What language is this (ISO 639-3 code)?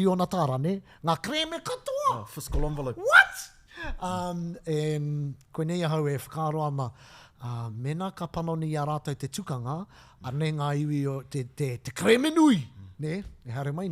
mri